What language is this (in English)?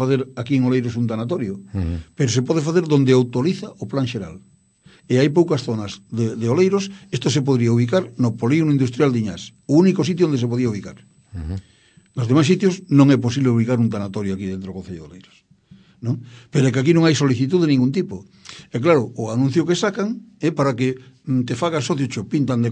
Galician